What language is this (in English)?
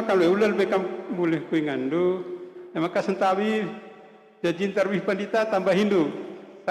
Batak Karo